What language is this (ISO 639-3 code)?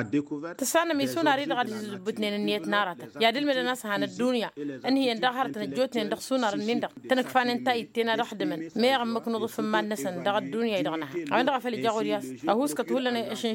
taq